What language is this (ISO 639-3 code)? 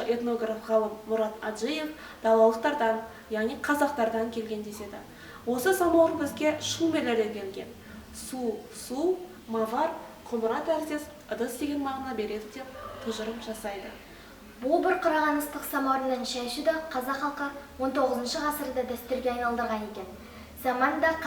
kaz